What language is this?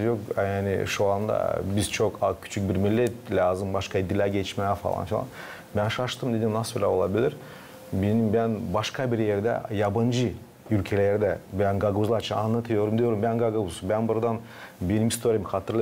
Gagauz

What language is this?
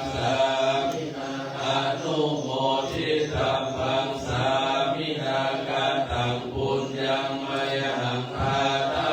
Pali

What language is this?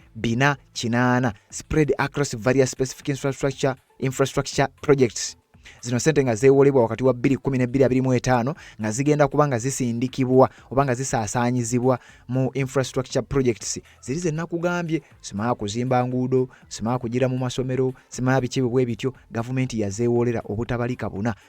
Ganda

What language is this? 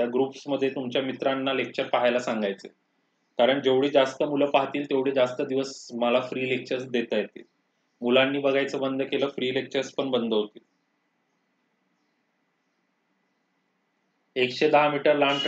Marathi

